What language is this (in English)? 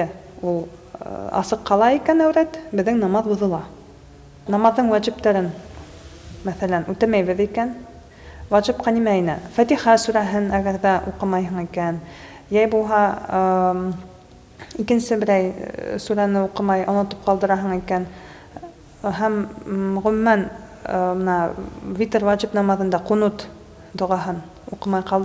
Bashkir